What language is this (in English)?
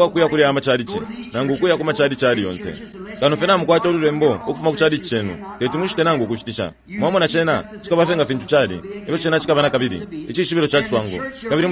Bemba